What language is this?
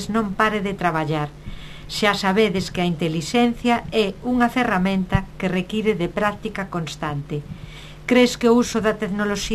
Galician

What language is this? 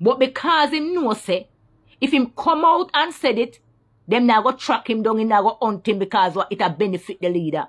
Jamaican Creole English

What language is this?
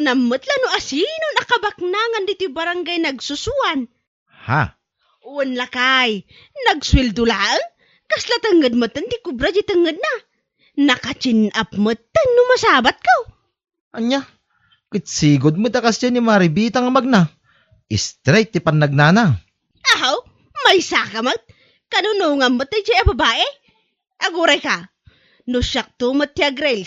Iloko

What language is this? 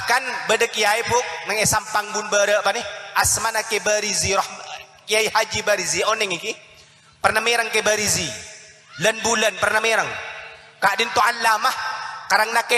Madurese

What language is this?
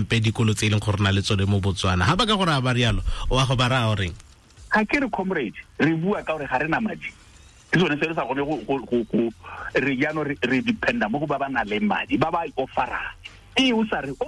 Tswana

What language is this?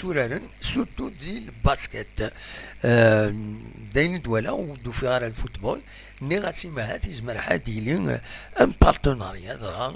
Kabyle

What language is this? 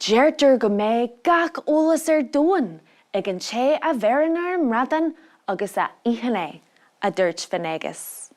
Irish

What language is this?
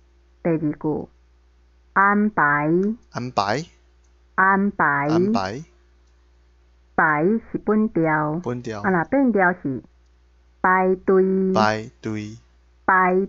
Min Nan Chinese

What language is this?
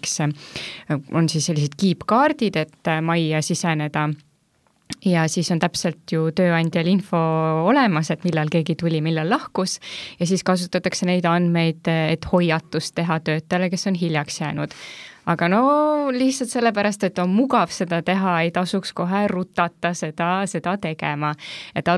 Estonian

